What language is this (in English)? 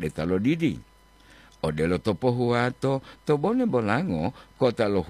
Gorontalo